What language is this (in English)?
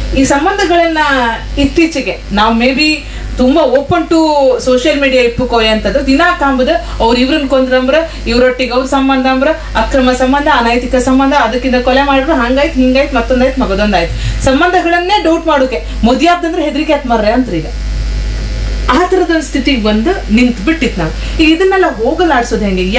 Kannada